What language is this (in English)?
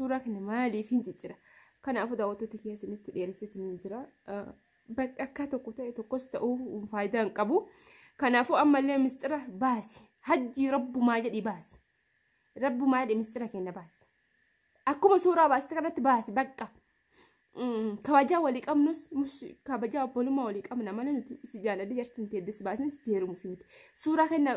Oromo